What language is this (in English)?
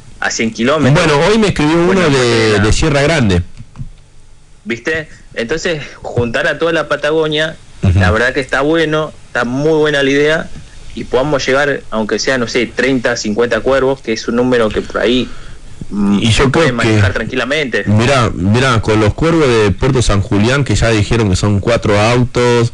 Spanish